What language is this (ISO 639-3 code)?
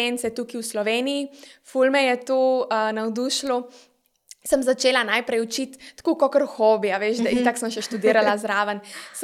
slv